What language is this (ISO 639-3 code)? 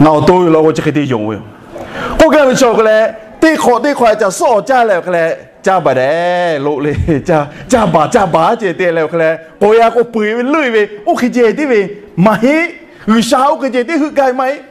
lhu